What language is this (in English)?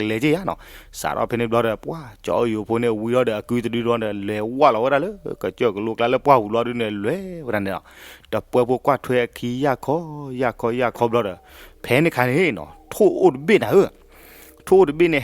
S'gaw Karen